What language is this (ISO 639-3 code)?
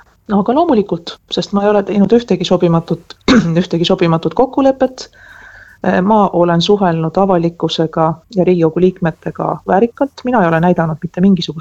est